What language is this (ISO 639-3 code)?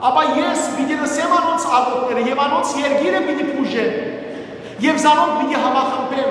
hyw